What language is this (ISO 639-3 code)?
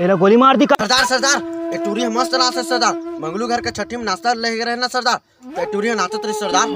hne